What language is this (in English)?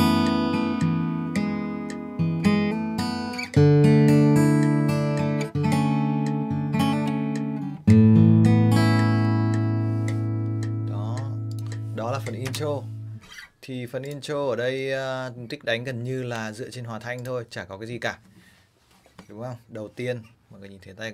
Vietnamese